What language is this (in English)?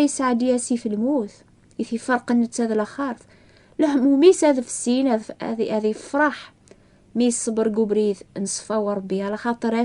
Kabyle